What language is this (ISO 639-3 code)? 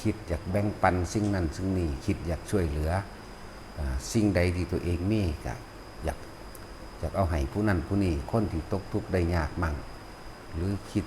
lao